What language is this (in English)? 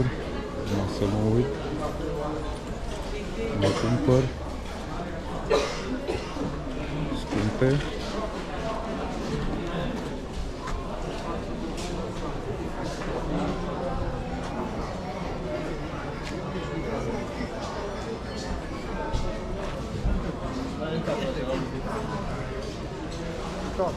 Romanian